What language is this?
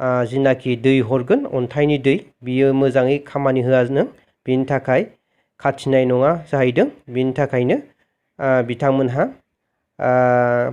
Bodo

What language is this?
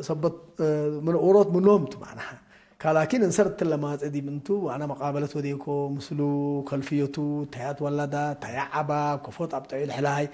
Tigre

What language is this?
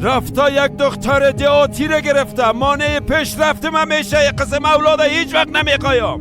Persian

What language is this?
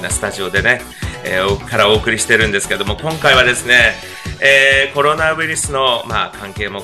Japanese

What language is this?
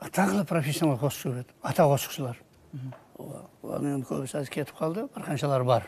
Kara-Kalpak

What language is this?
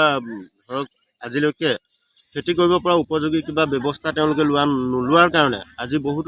Assamese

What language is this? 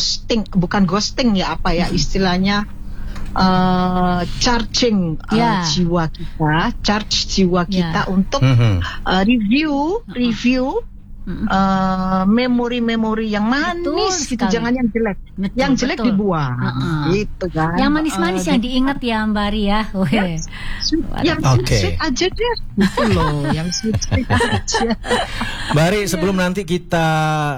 Indonesian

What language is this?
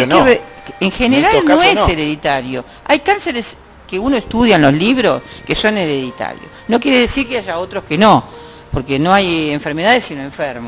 Spanish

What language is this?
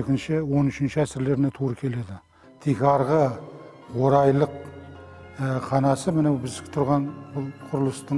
Kara-Kalpak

